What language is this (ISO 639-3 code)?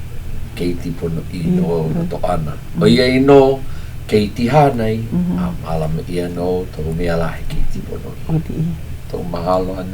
haw